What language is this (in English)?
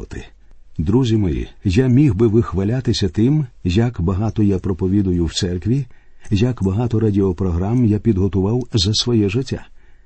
Ukrainian